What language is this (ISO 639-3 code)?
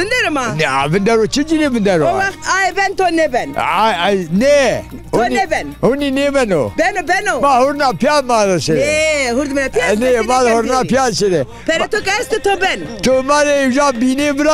zza